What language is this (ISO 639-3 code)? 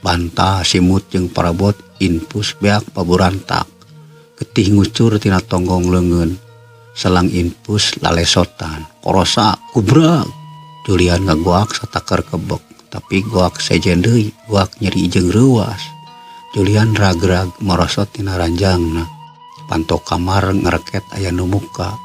sun